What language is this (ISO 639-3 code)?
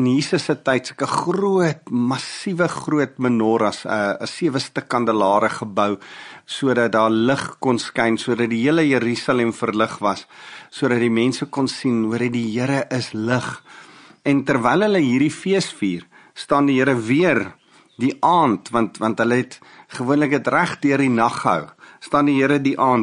afr